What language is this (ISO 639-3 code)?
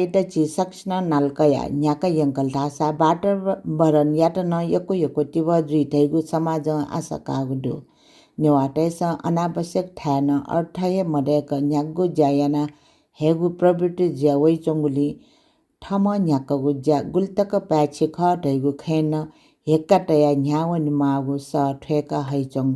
new